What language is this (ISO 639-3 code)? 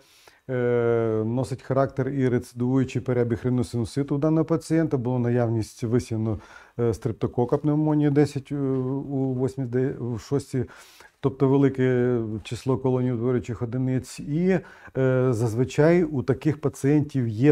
ukr